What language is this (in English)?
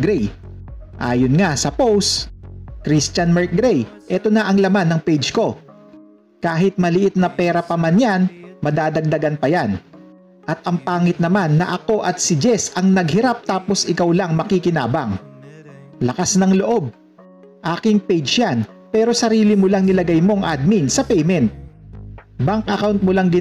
Filipino